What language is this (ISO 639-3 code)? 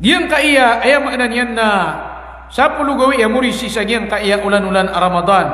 mrw